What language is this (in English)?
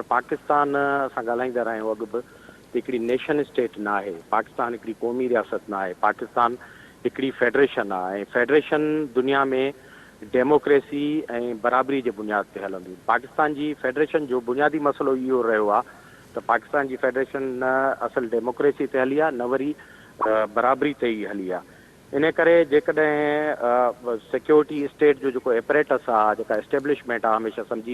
Sindhi